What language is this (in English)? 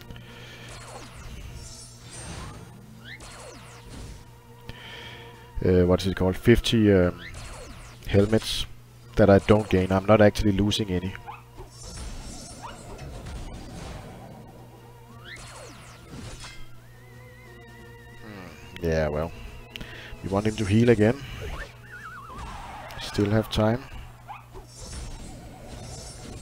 English